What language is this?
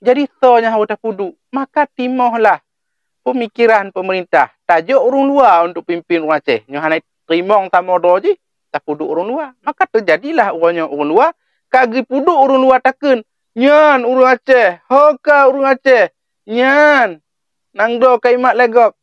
Achinese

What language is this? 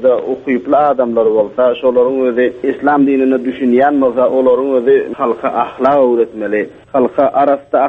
Turkmen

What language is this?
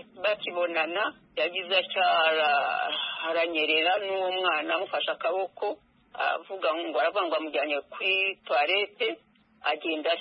Kinyarwanda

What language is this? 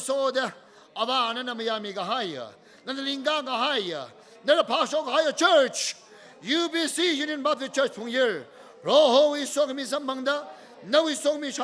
Tangkhul Naga (India)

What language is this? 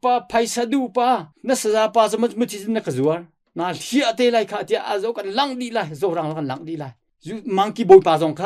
Hakha Chin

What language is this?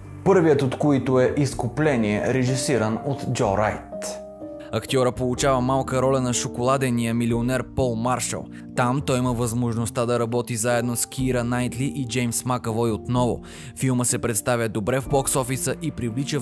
Bulgarian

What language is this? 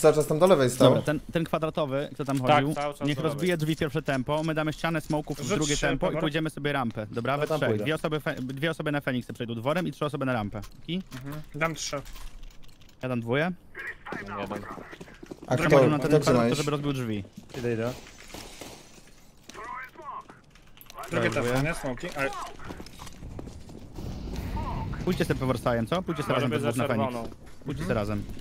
Polish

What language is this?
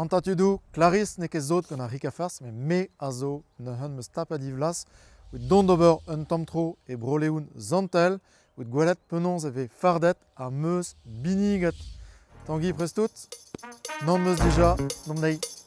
Breton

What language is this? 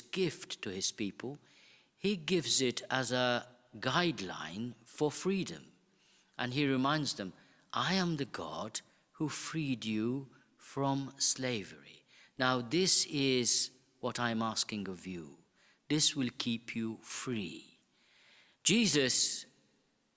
English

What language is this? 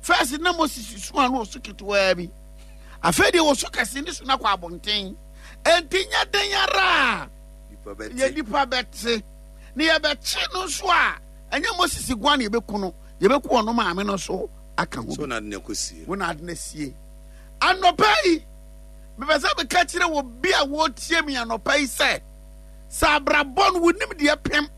Akan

